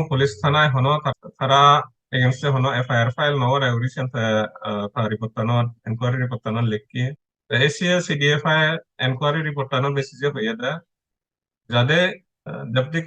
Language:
Chakma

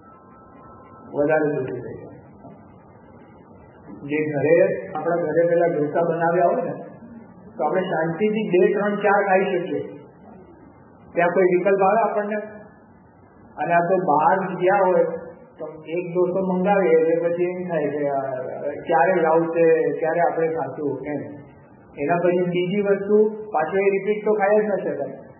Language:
Gujarati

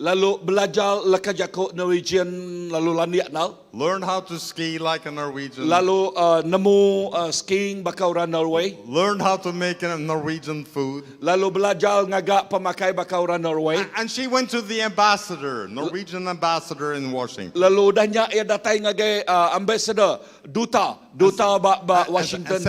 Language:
Iban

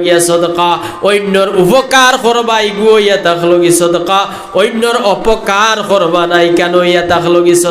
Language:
Sylheti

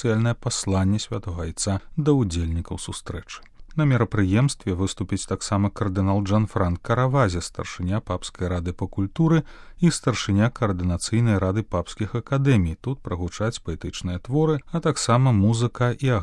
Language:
Belarusian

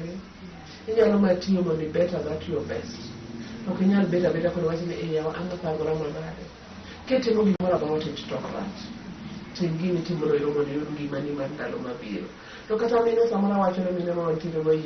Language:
Luo (Kenya and Tanzania)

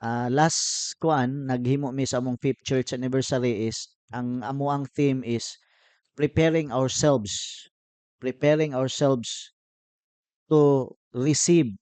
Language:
Cebuano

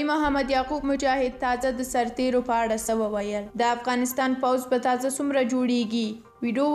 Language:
Pashto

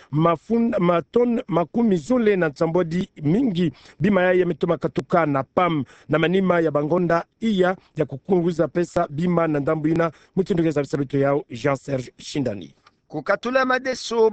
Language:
Kituba (Democratic Republic of Congo)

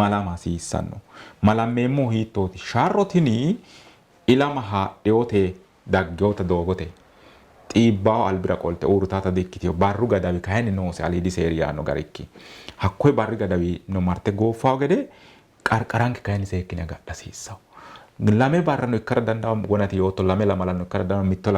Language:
Sidamo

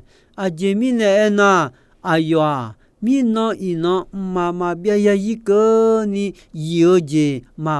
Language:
Akha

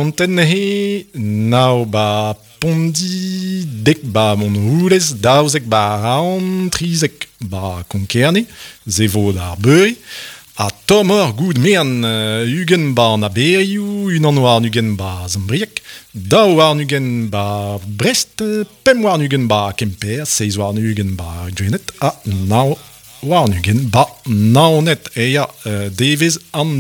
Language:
Breton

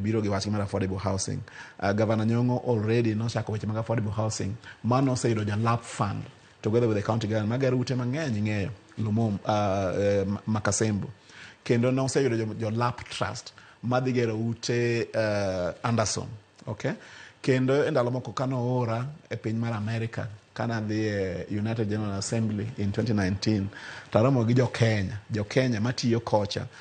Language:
Luo (Kenya and Tanzania)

